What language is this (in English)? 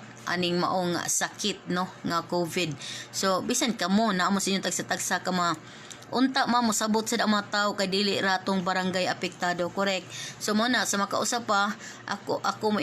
Cebuano